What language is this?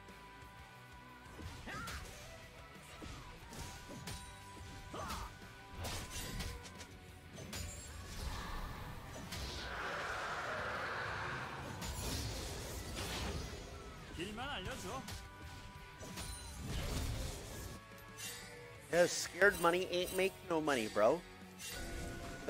Korean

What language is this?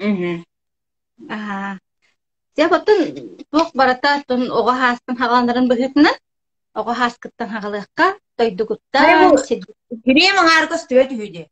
Yakut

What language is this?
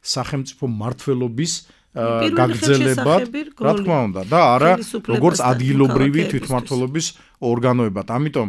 Georgian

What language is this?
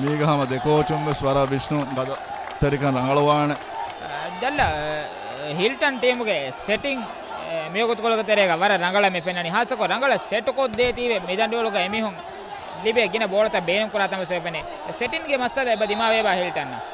Divehi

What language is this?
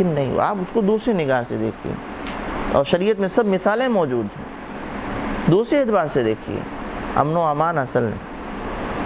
Urdu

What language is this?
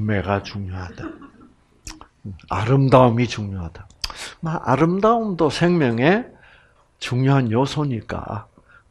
Korean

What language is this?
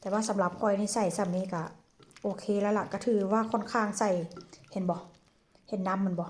Northeastern Thai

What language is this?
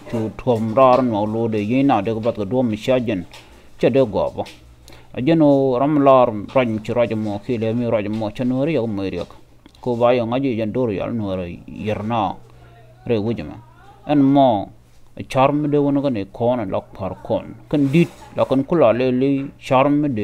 Nuer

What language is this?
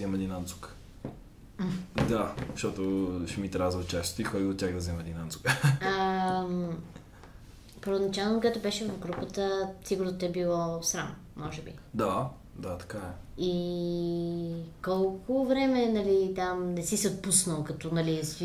Bulgarian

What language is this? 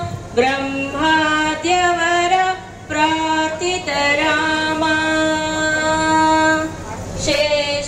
Telugu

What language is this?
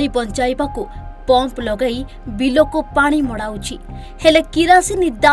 Odia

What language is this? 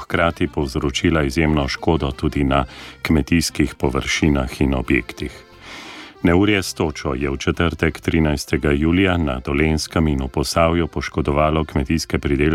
Slovenian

